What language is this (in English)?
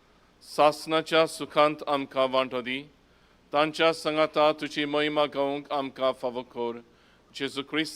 Konkani